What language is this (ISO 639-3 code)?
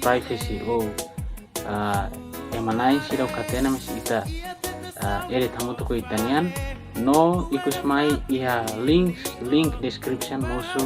tet